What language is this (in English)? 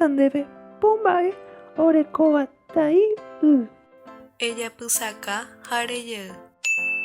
Guarani